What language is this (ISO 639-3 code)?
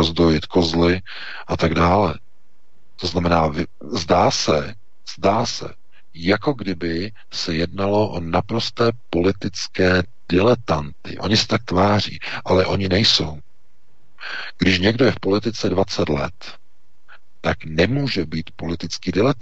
ces